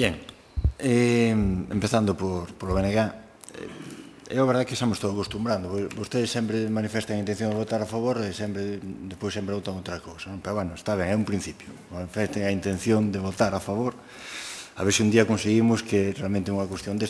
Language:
Galician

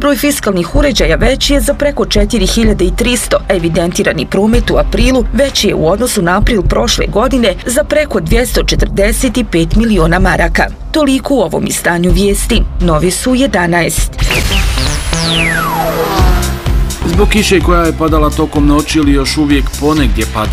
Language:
Bosnian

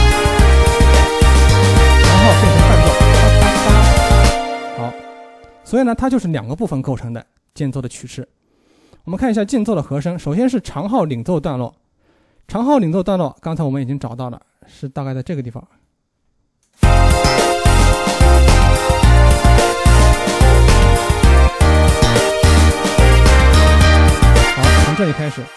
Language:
Chinese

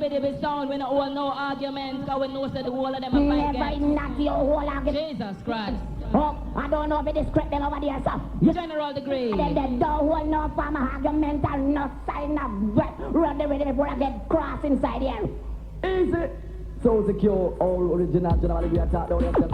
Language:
Jamaican Creole English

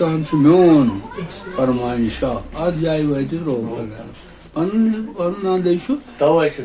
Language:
Kashmiri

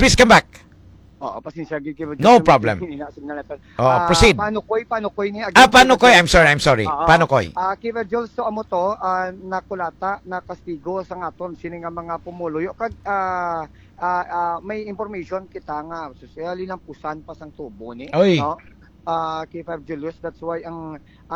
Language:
Hiligaynon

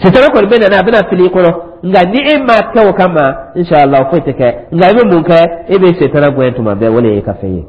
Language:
Dyula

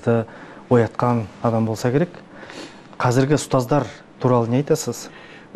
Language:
Kazakh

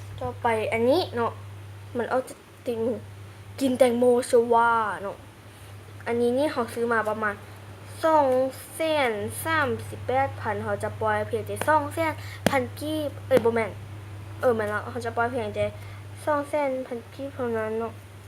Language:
Lao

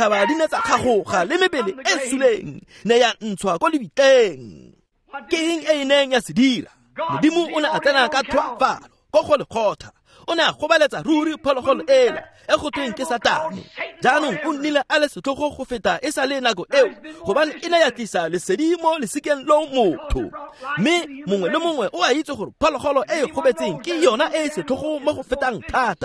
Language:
Tswana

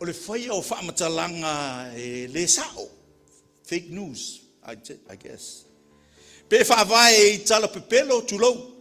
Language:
Samoan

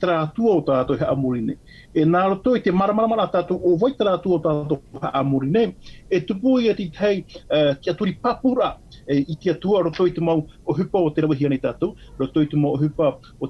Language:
Tahitian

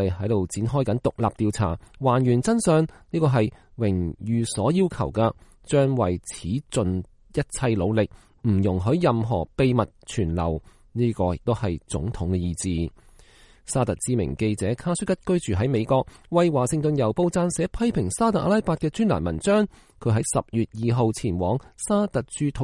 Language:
Cantonese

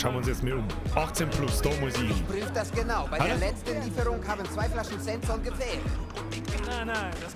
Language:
Bavarian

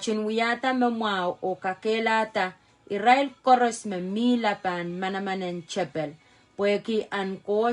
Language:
Pohnpeian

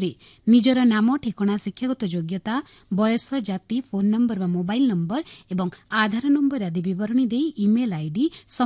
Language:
Odia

